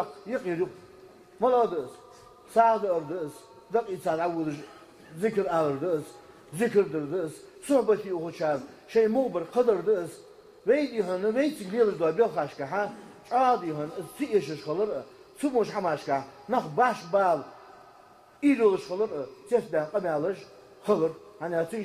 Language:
Ingush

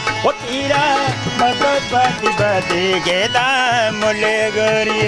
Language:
Dogri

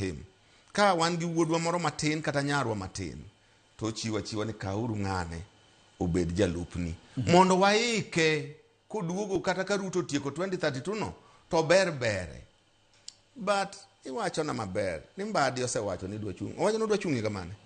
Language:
Luo (Kenya and Tanzania)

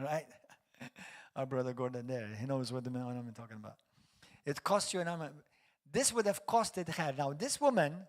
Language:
English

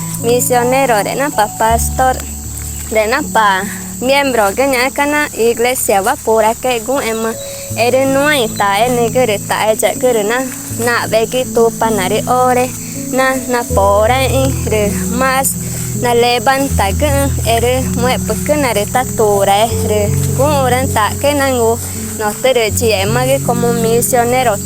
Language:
Ticuna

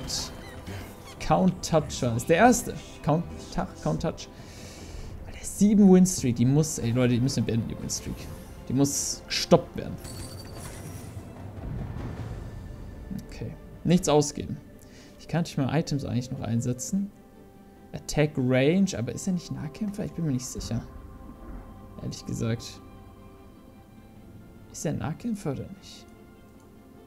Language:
German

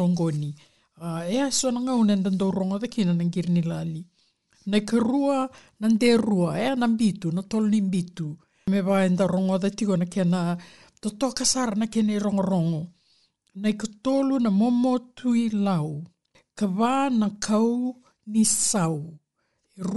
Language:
Fijian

